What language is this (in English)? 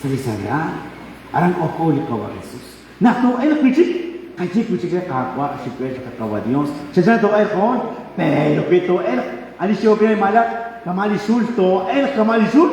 Kekchí